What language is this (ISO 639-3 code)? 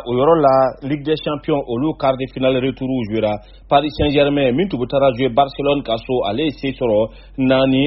bam